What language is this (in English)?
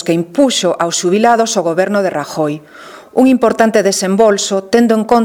Galician